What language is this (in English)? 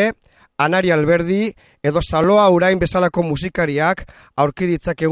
Basque